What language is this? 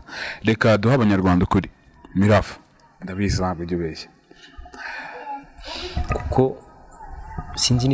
Kinyarwanda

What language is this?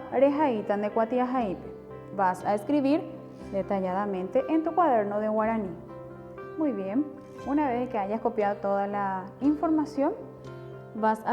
Guarani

